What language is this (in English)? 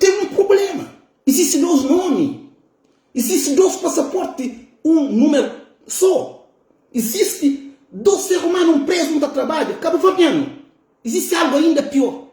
Kabuverdianu